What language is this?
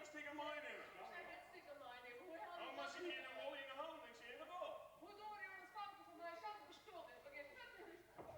Western Frisian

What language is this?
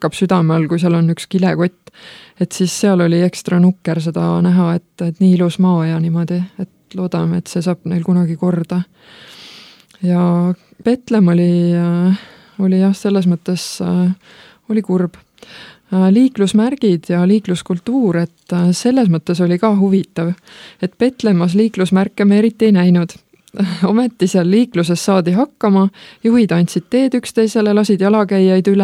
Estonian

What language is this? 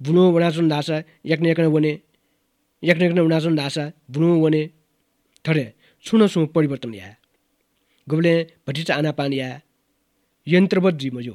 Newari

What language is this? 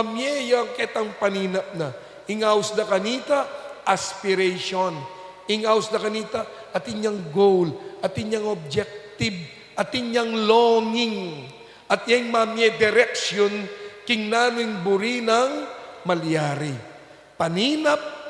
Pampanga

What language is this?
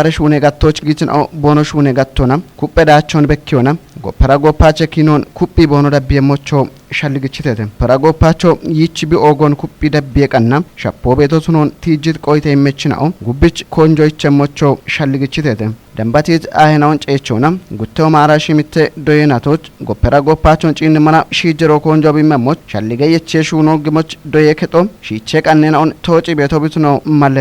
Kafa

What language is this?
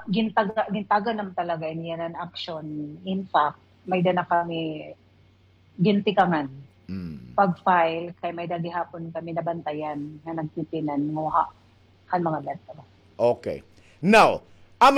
Waray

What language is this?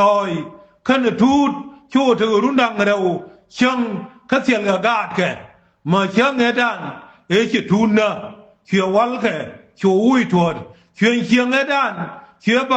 Nuer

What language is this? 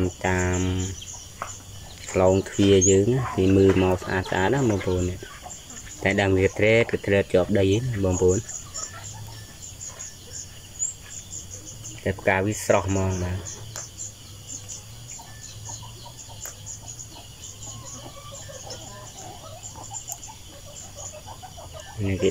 Vietnamese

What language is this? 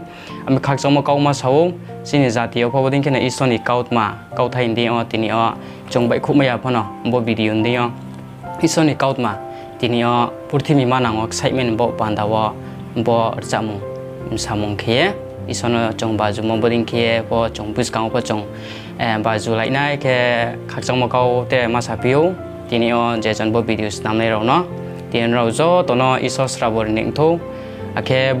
Riang (India)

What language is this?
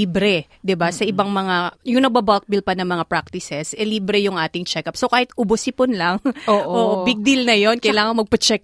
Filipino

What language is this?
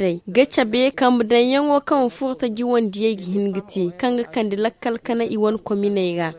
Zarma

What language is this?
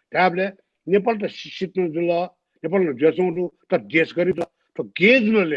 Newari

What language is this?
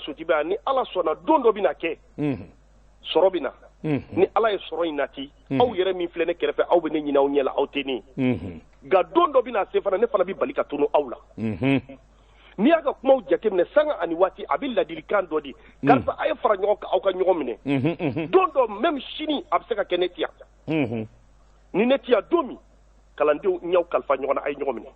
Bambara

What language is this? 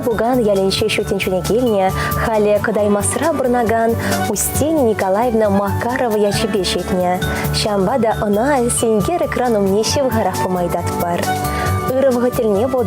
Chuvash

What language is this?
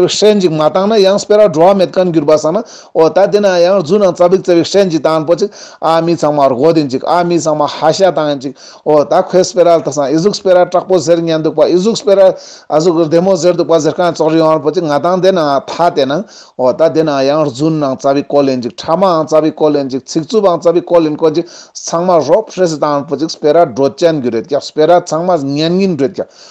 Ladakhi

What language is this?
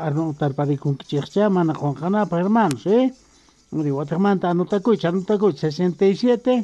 Quechua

